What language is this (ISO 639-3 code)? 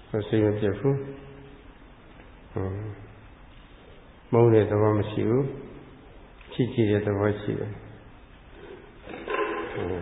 mya